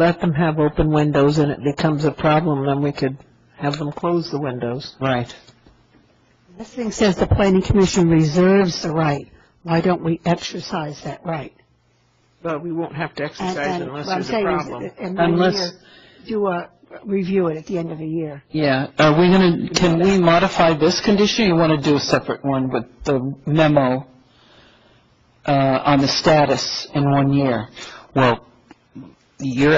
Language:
English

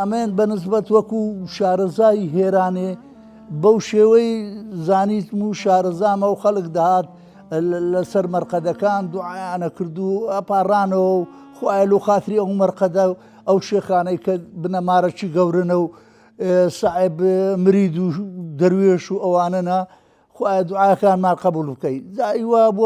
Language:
Central Kurdish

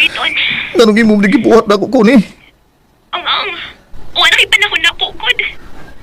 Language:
Cebuano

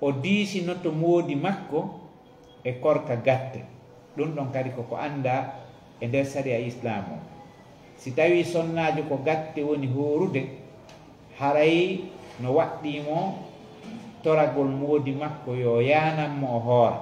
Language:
Fula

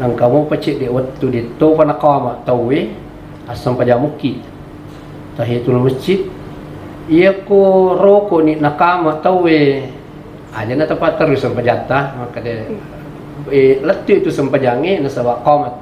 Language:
Buginese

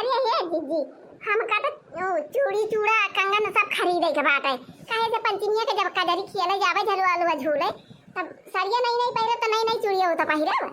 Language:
Awadhi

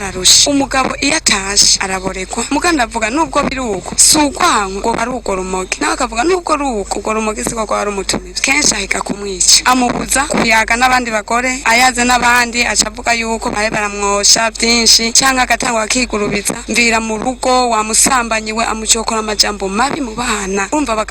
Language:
Rundi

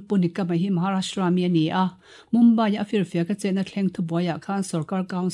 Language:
Mizo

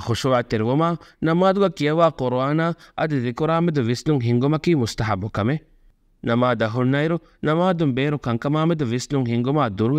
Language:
Divehi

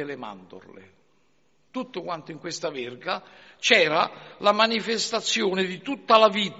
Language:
Italian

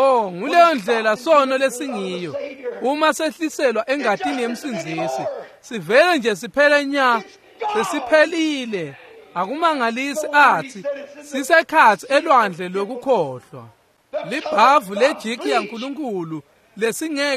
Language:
Swati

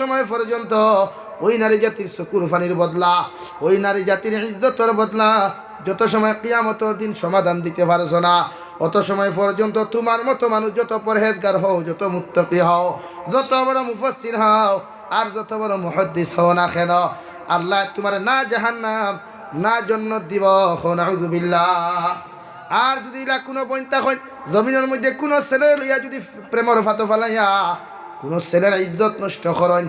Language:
Sylheti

